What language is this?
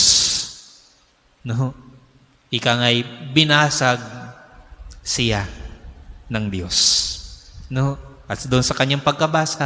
Filipino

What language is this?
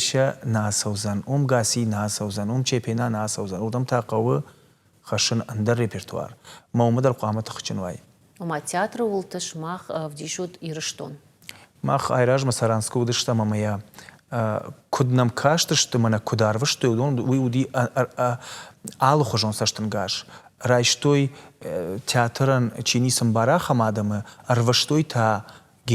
Ossetic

